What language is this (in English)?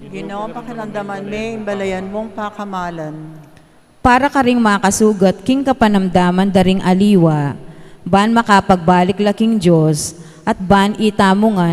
Pampanga